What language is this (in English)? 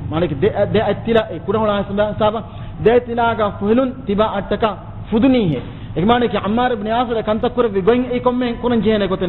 Divehi